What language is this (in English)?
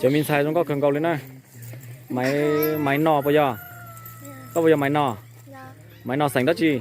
Hmong